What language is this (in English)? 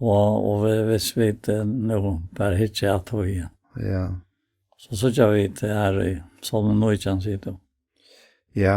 Faroese